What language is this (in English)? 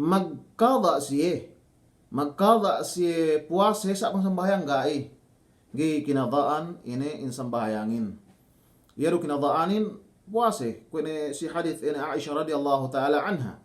Yakan